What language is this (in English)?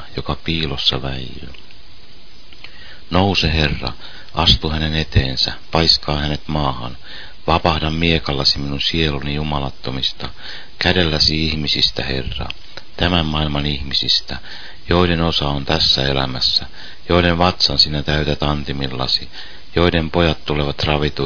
Finnish